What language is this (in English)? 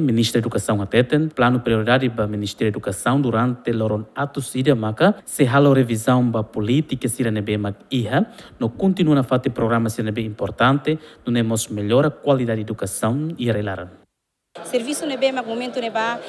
Tetum